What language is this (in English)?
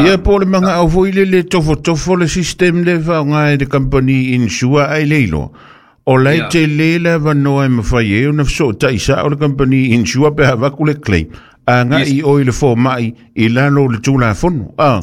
Samoan